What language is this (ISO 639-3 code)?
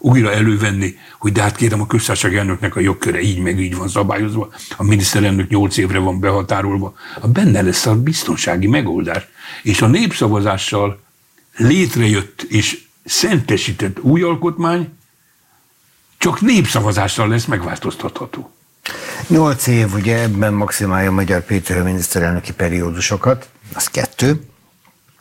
hun